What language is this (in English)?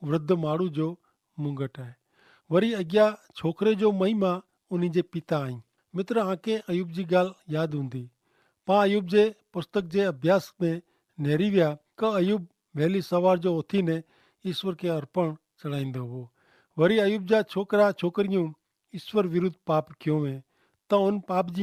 Kachhi